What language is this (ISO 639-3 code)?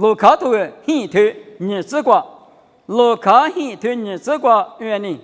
lis